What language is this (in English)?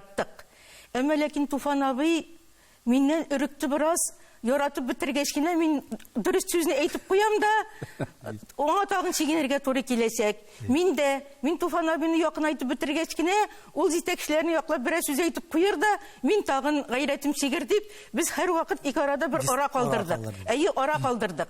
Tatar